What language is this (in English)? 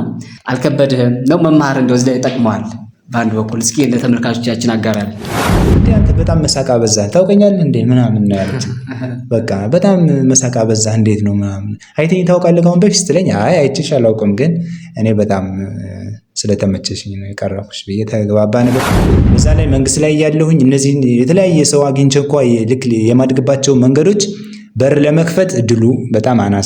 Amharic